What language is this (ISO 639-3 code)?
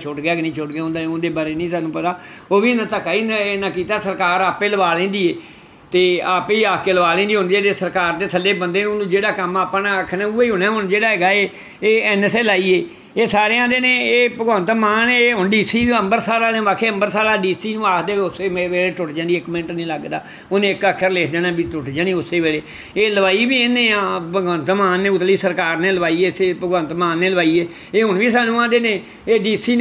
pan